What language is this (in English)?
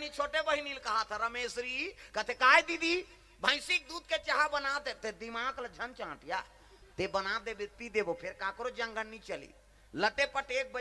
Chhattisgarhi